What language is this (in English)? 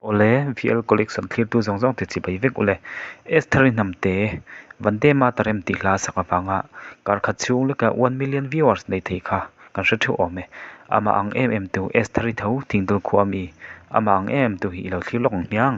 Mizo